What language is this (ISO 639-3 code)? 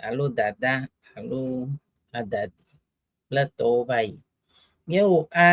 ewe